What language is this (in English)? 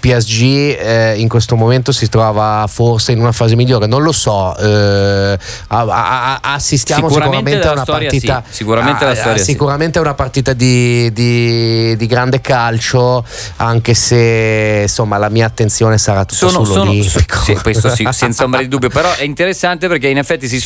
Italian